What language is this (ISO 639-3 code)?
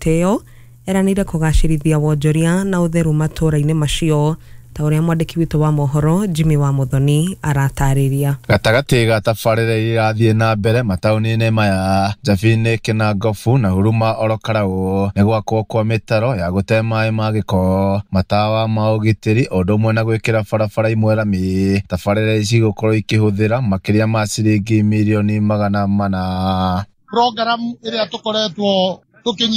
kik